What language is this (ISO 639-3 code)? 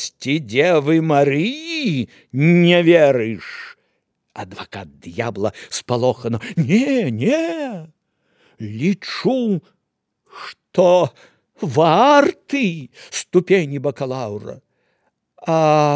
bel